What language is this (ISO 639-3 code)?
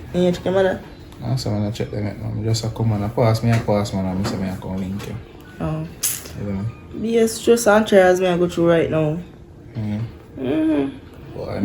jam